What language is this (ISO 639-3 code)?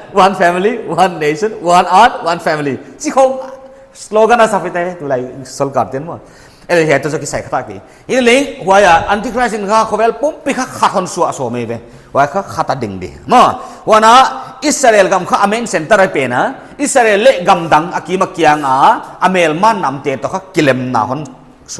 pck